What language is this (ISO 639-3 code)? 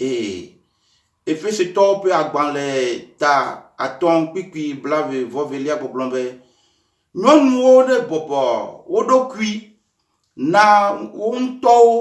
ewe